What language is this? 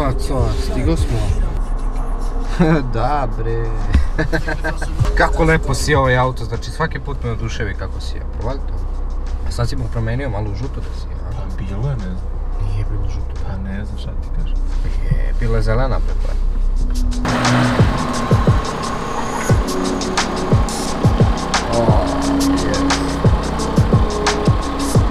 Serbian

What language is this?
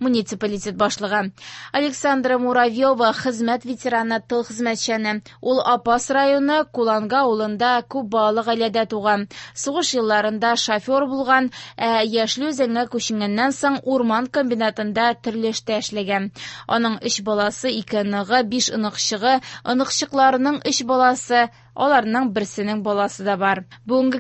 Tatar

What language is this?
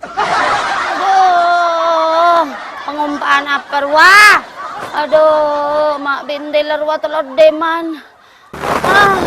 Madurese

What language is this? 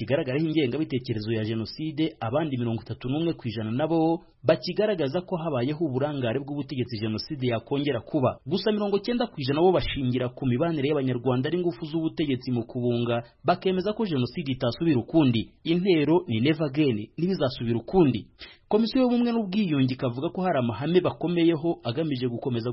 Kinyarwanda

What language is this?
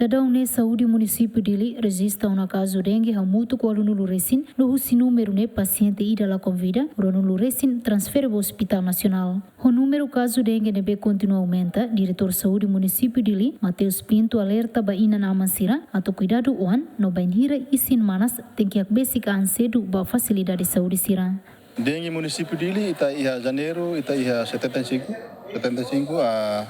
Tetum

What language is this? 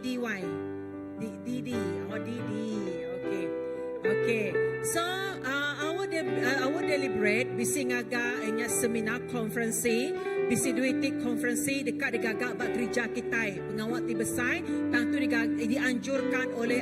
Iban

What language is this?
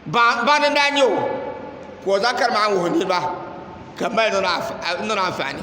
Dagbani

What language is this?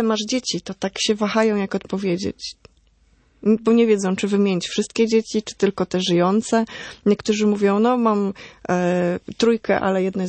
Polish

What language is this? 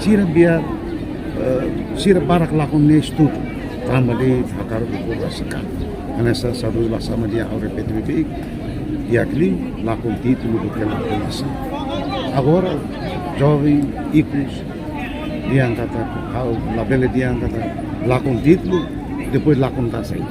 Tetum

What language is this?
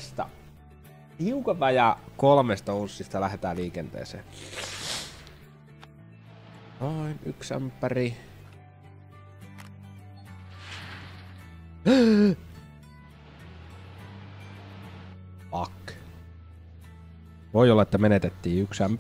Finnish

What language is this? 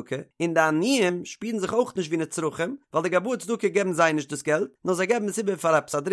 Yiddish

